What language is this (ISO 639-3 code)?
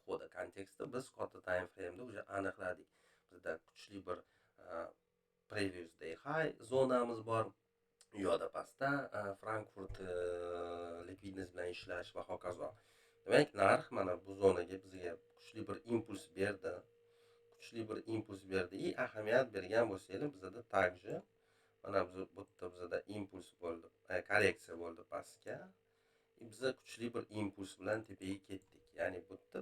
uzb